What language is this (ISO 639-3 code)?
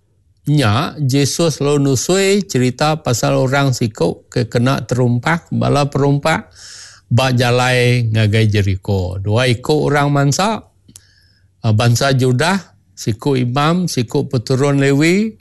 iba